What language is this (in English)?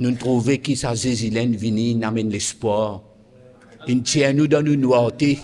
Morisyen